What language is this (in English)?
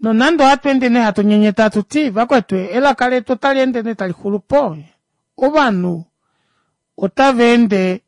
Kuanyama